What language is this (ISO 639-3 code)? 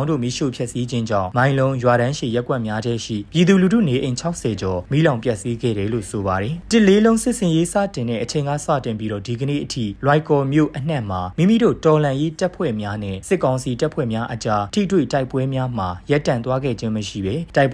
mya